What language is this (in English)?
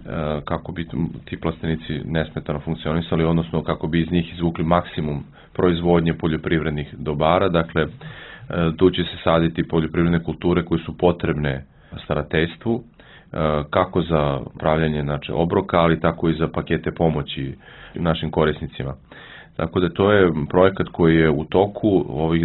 Serbian